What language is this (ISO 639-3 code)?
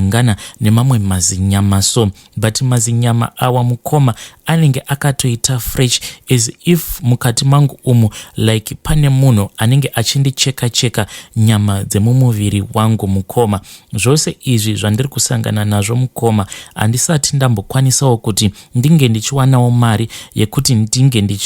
sna